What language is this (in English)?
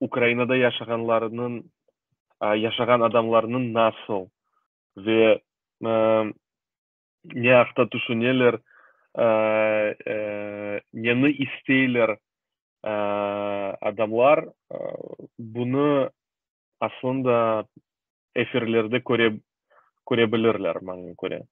Crimean Tatar